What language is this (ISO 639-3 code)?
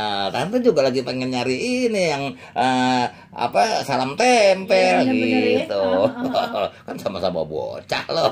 bew